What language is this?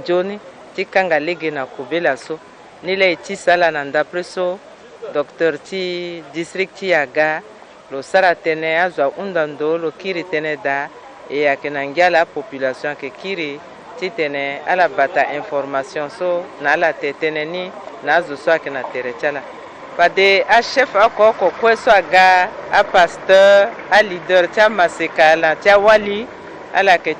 Sango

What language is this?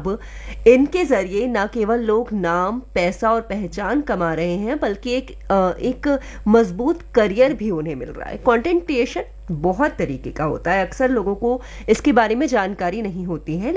Hindi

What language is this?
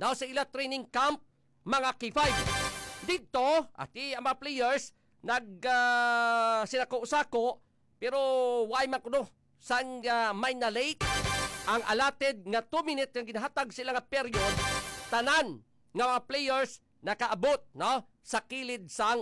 Hiligaynon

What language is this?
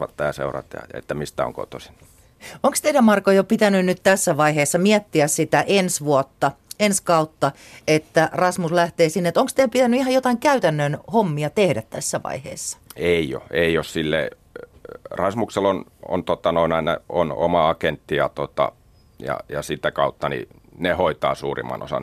Finnish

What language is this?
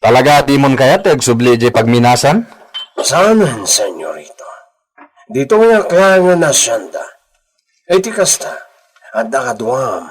Iloko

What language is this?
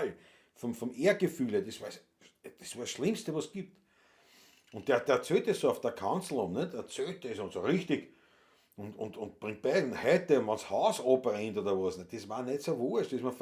Bavarian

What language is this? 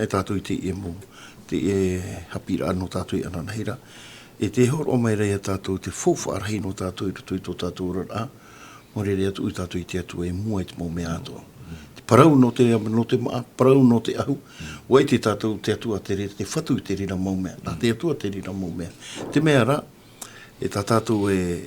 Tahitian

